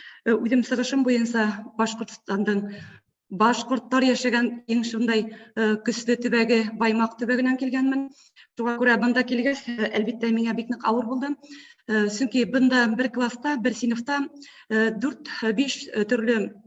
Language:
Bashkir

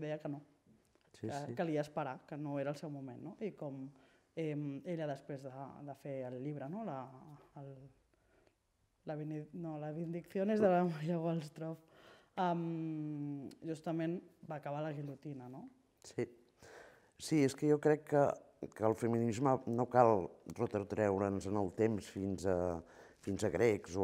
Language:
Catalan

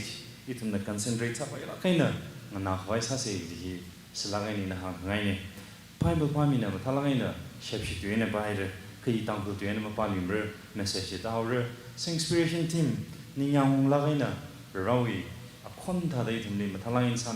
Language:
Tangkhul Naga (India)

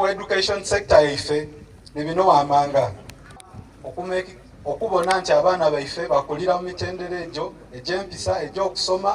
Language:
Soga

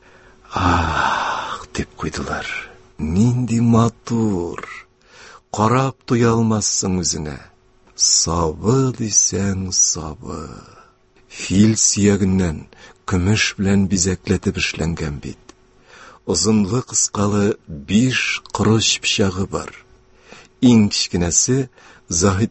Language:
Tatar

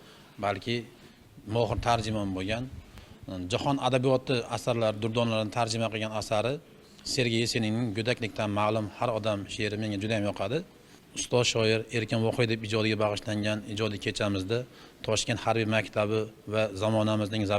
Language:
Uzbek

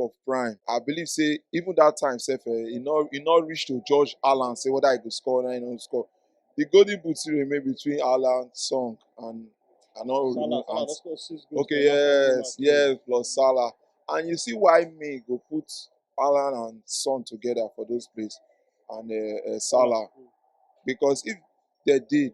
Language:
Nigerian Pidgin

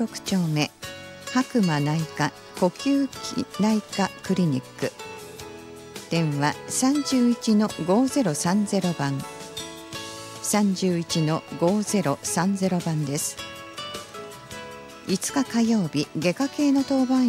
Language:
Japanese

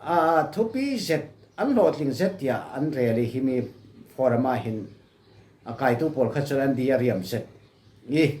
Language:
Falam Chin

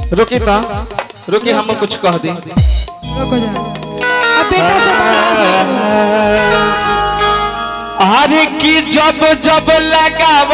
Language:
Bhojpuri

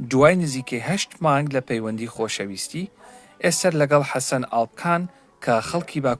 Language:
Central Kurdish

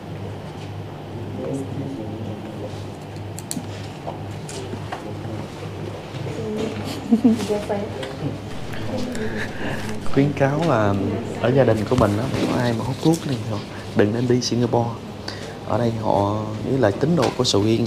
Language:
Vietnamese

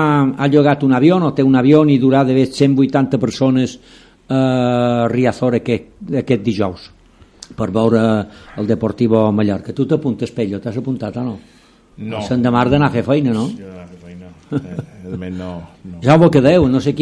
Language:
Catalan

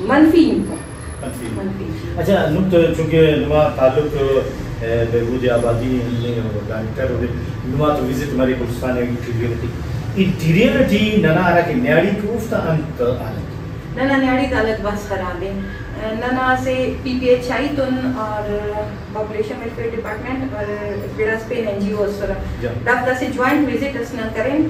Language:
Brahui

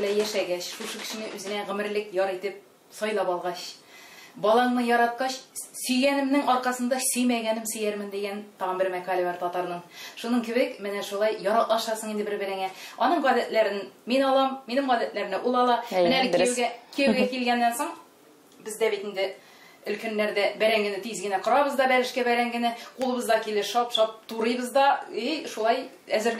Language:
Tatar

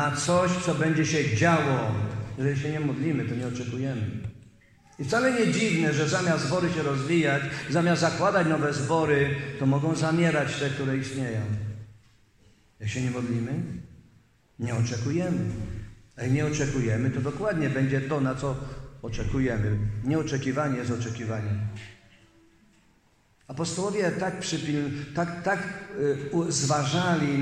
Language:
Polish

